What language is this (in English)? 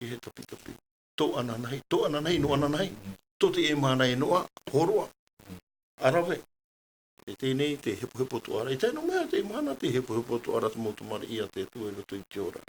Tahitian